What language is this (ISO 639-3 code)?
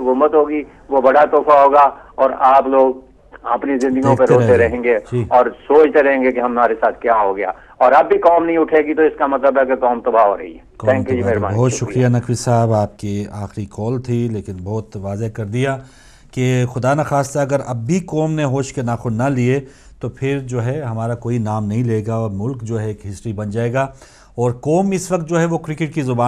urd